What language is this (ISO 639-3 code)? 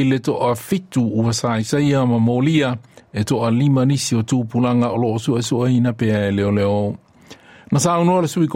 smo